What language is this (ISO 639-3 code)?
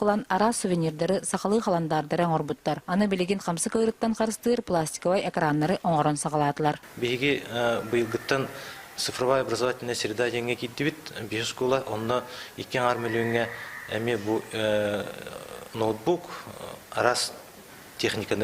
sah